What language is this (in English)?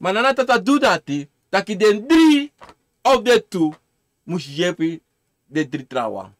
Sranan Tongo